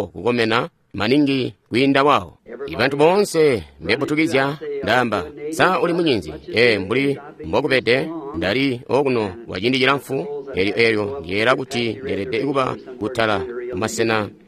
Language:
Tonga (Zambia)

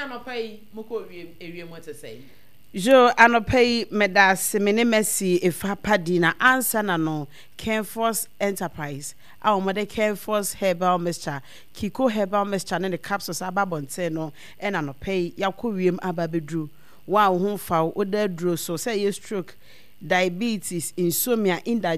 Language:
Akan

